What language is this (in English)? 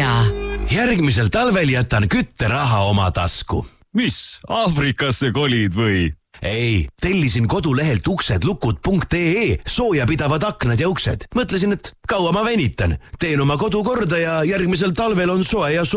Estonian